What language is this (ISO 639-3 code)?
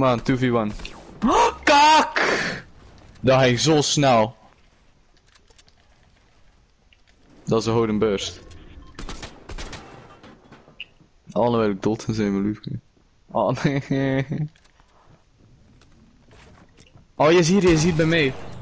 nld